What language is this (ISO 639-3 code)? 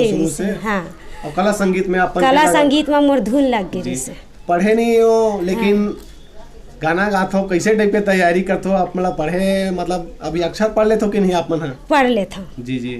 hne